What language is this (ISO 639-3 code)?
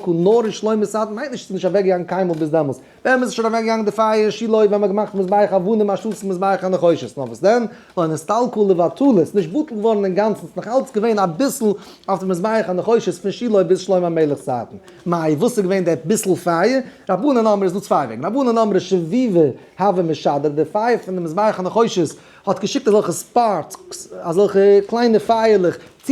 yid